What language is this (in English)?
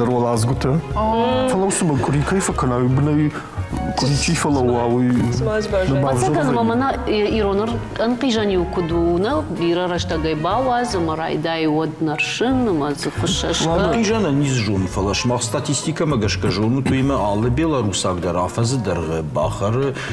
Ossetic